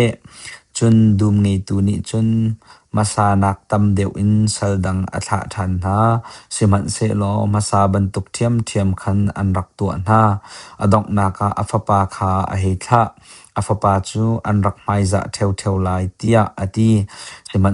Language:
Hakha Chin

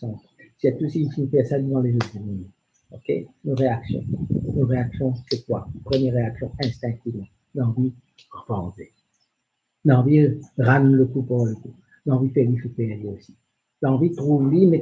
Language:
Morisyen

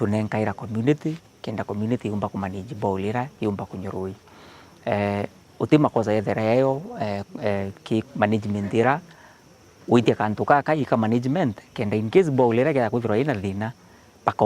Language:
Meru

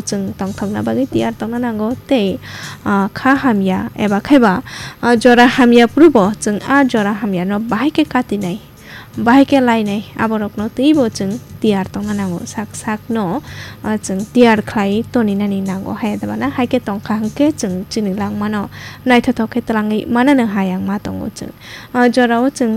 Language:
Kok Borok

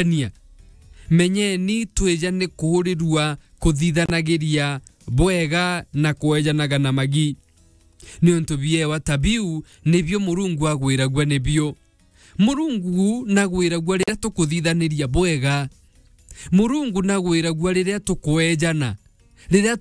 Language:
Meru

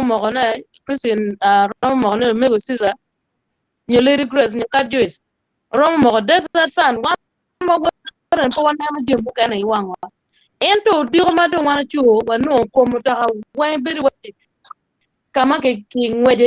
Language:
Acoli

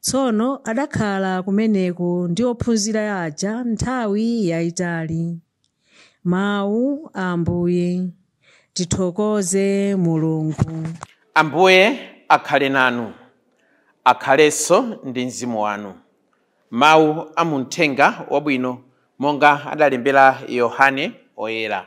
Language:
Nyanja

